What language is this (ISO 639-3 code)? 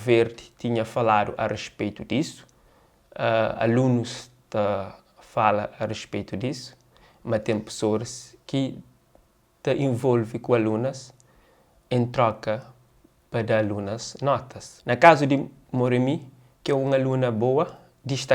kea